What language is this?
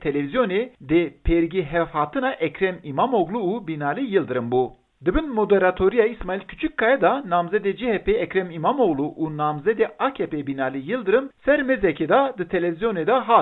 Kurdish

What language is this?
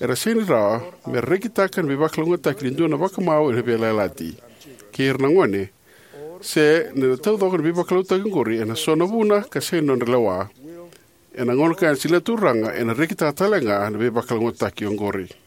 Fijian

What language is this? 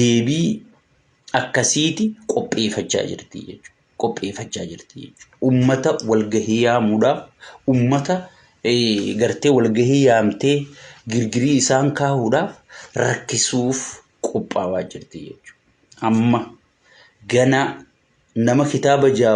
Oromo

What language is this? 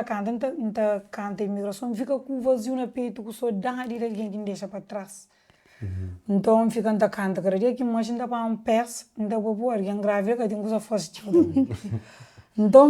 Kabuverdianu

